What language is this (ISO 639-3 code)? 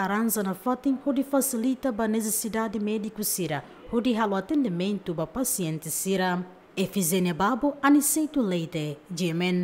tet